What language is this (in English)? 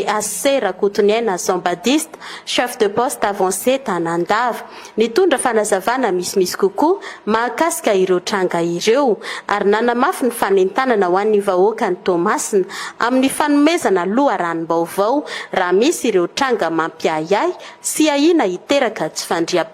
Malagasy